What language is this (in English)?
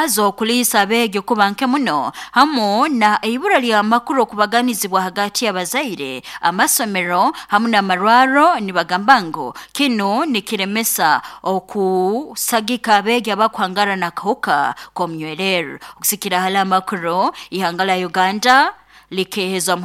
Nyoro